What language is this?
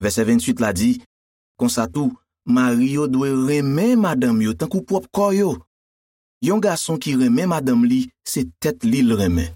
Haitian Creole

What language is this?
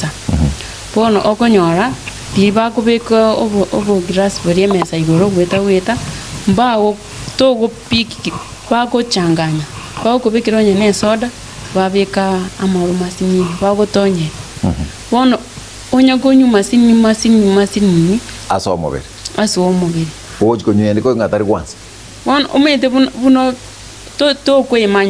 Gusii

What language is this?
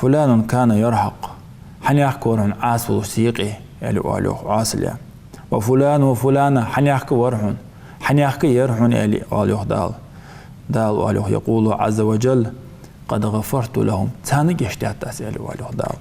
Ingush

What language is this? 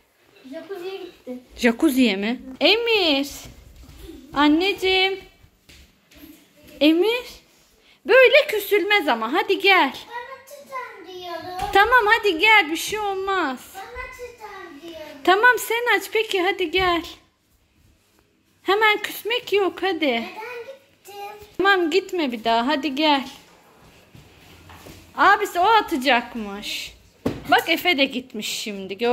Turkish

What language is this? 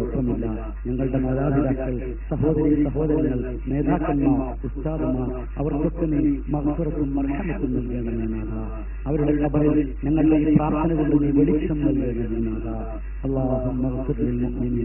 Malayalam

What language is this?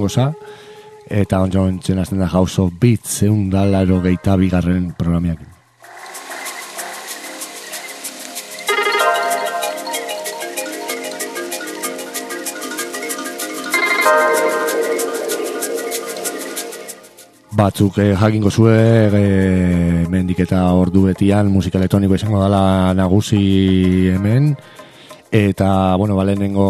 Basque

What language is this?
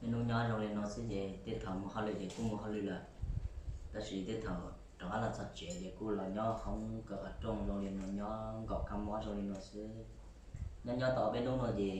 Hmong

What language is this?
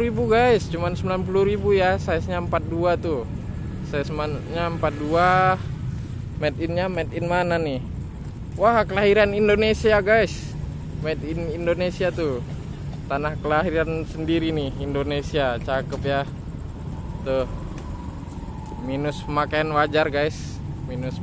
Indonesian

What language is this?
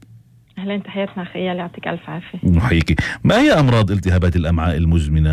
North Levantine Arabic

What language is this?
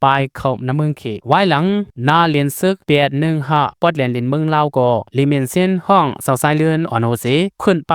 Lao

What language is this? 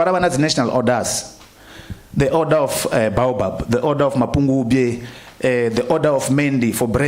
Venda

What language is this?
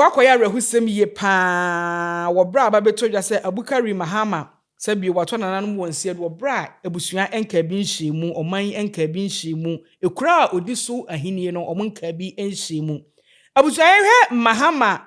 Akan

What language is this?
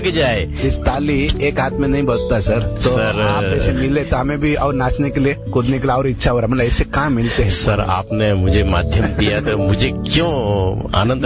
Hindi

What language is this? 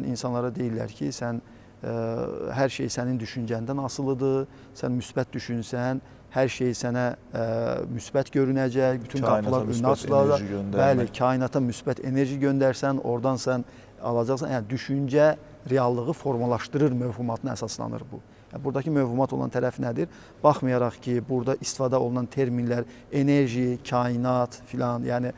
Azerbaijani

